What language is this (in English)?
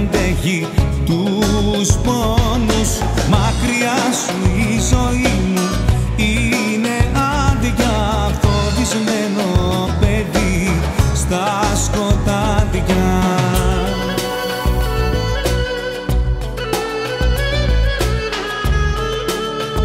Greek